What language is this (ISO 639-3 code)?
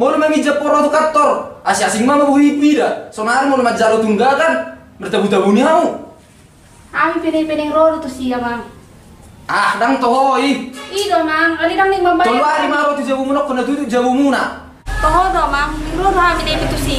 bbc